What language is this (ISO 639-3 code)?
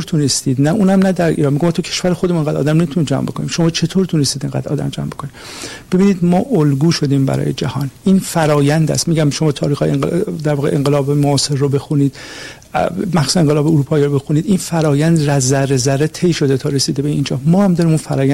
fas